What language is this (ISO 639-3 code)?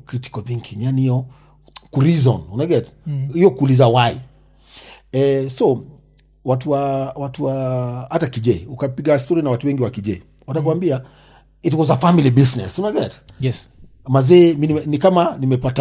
swa